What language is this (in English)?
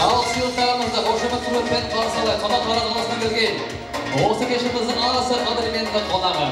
Kara-Kalpak